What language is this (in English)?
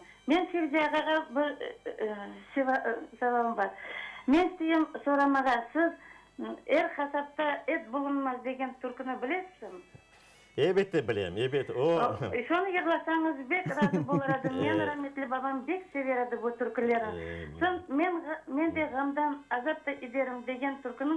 Crimean Tatar